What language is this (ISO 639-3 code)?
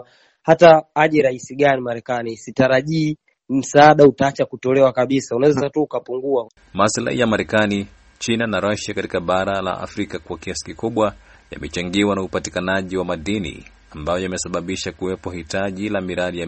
swa